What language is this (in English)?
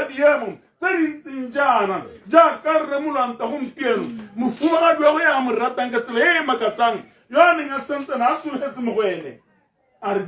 Tswana